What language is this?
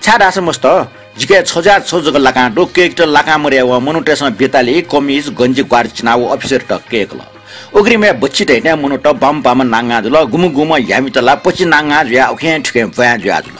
Newari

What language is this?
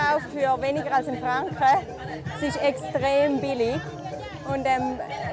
Swiss German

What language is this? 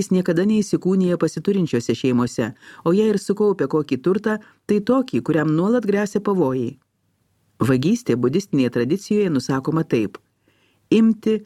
Lithuanian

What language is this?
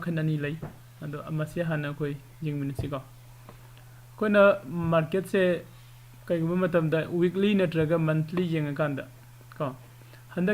Manipuri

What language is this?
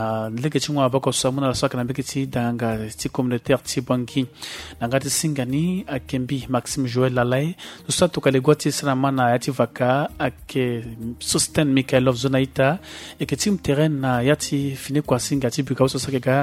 Sango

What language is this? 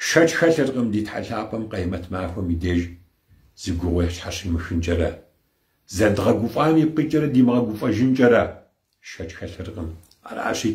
Kabardian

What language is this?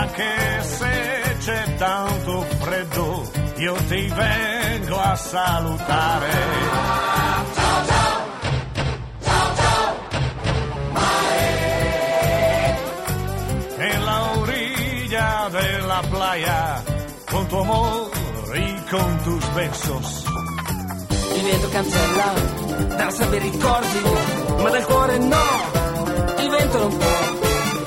Italian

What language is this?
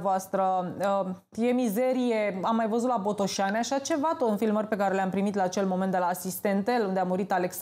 Romanian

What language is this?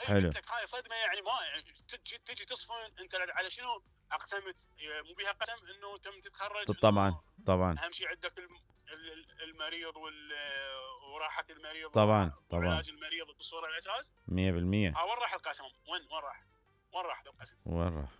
Mesopotamian Arabic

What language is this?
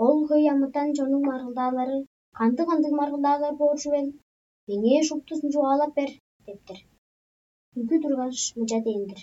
Tuvinian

